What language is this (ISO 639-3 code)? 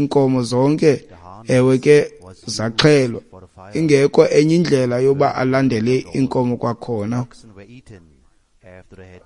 xho